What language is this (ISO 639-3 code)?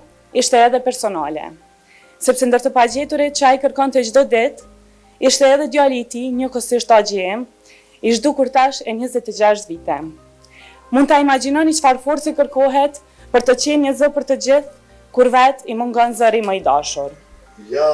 sqi